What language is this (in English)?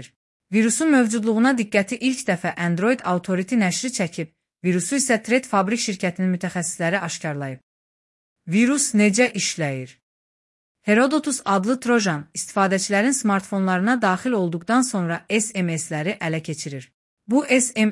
Azerbaijani